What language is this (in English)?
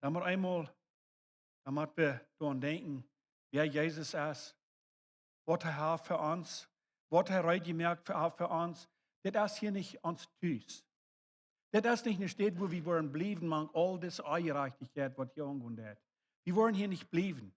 Plautdietsch